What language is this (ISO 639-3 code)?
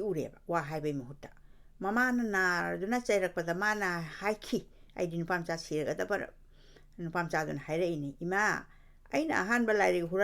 mni